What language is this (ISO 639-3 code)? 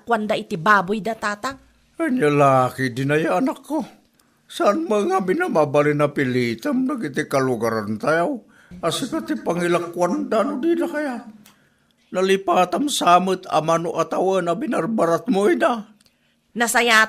ilo